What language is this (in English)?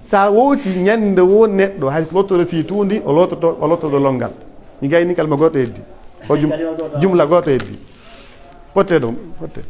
Pular